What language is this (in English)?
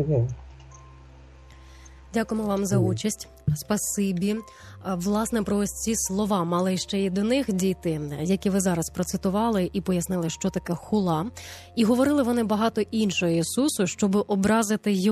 Ukrainian